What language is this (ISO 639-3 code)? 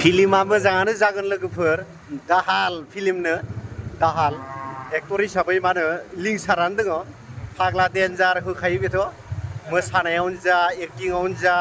brx